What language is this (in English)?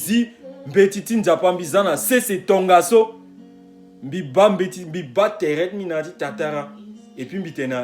Sango